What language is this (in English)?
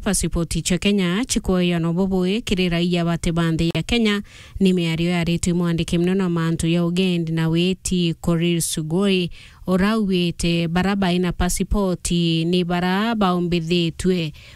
Meru